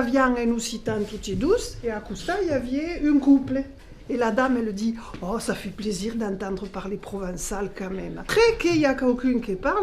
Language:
Occitan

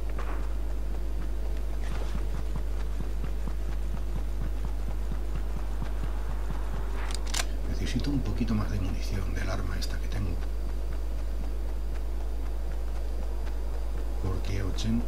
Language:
Spanish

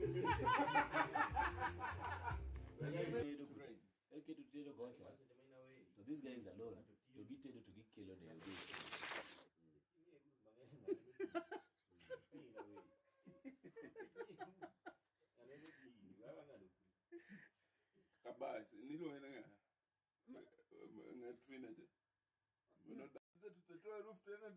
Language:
Swahili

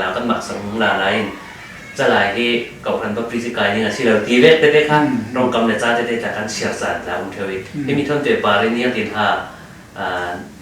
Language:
Falam Chin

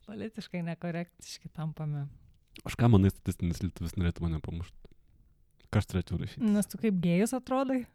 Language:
Lithuanian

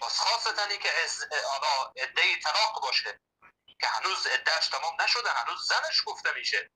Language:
Persian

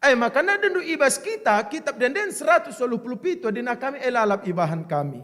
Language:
Batak Karo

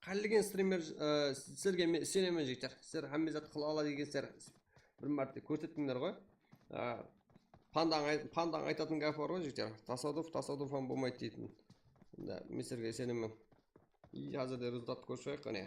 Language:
Kara-Kalpak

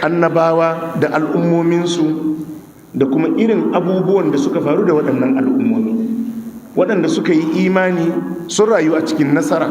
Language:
Hausa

